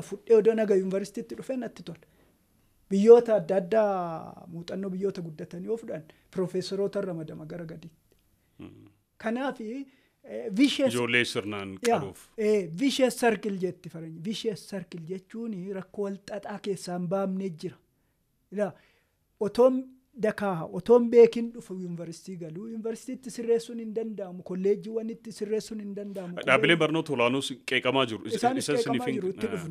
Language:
Oromo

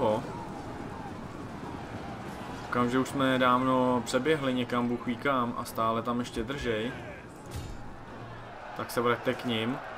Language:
Czech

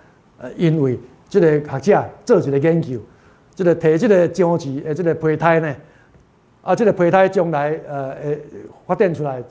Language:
Min Nan Chinese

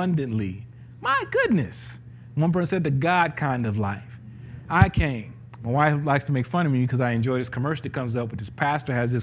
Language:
English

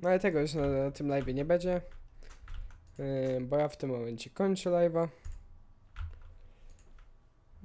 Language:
Polish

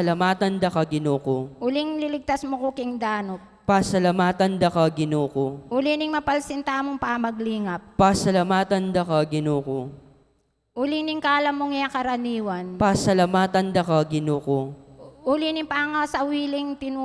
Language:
Pampanga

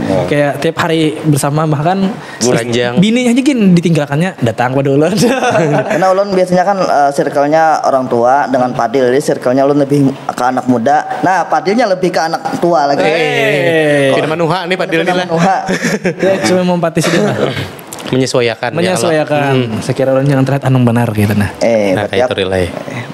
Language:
Banjar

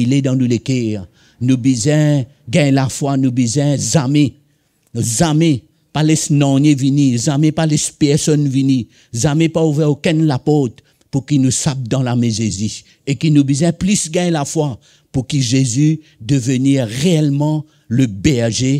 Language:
Morisyen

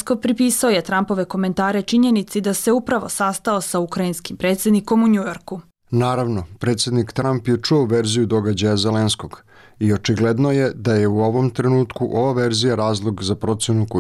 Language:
Bosnian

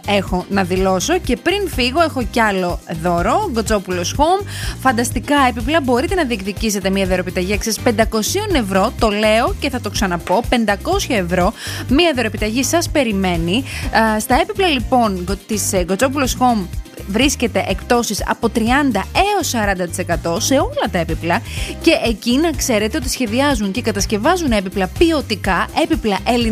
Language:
Greek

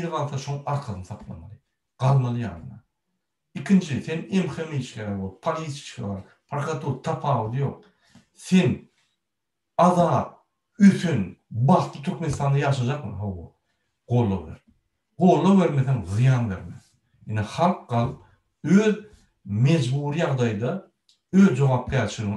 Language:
Turkmen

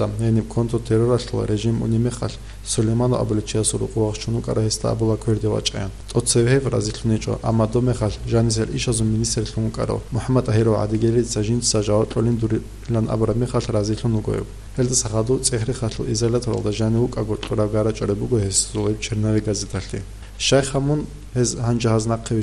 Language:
Avaric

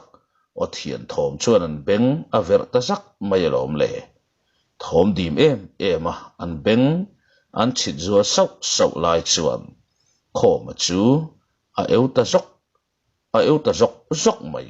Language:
Mizo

